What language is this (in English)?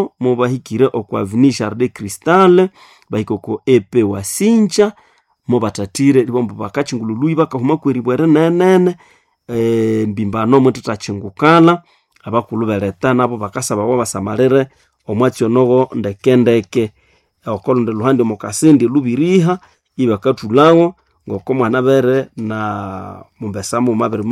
Nande